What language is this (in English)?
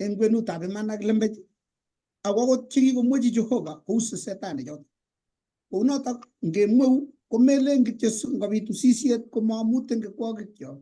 Kalenjin